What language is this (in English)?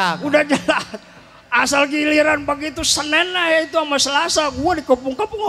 Betawi